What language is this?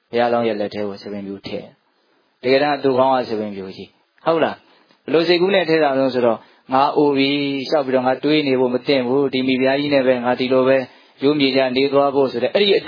Burmese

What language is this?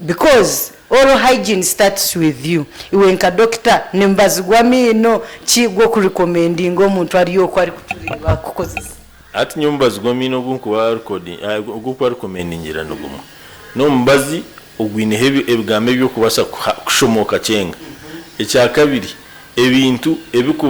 Nyankole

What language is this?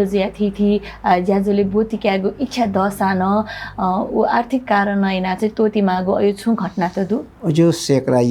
Newari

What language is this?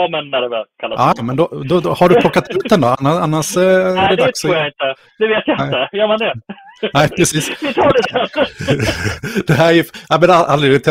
Swedish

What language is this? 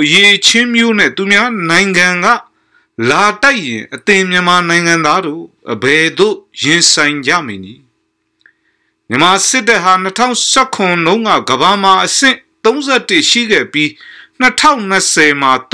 Burmese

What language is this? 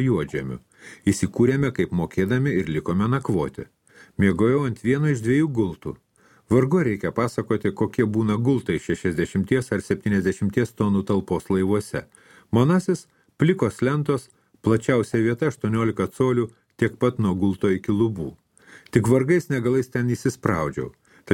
Lithuanian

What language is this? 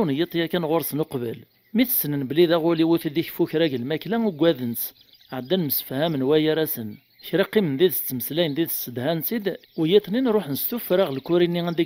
Kabyle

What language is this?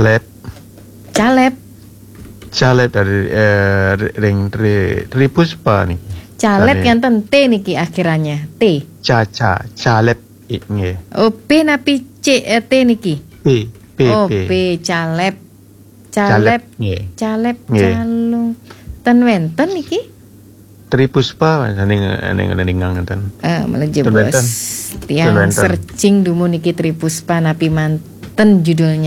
Balinese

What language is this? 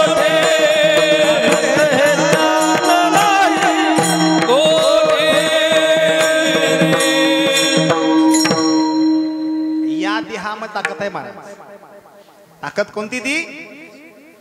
Marathi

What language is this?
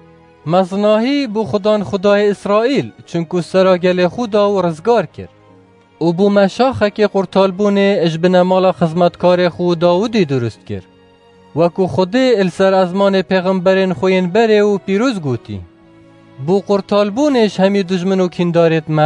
Kurdish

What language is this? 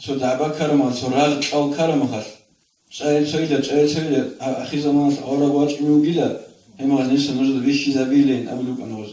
Avaric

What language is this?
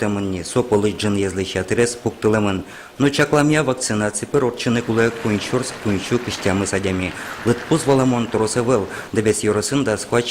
Udmurt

